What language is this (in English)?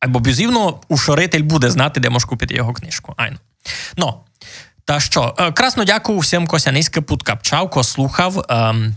Rusyn